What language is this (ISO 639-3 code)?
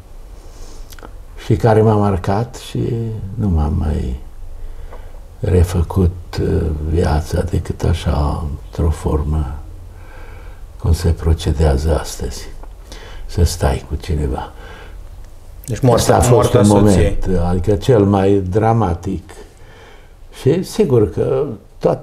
ron